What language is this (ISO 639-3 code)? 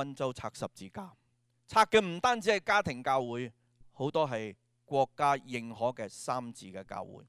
yue